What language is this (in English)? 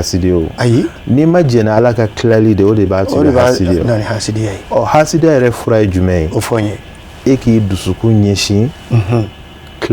Bambara